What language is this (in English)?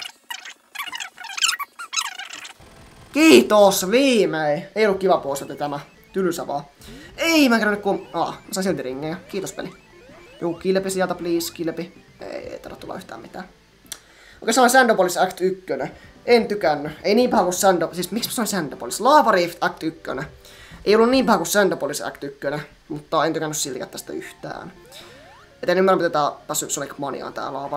Finnish